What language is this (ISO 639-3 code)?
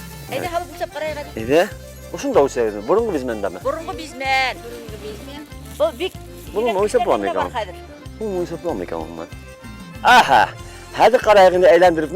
bak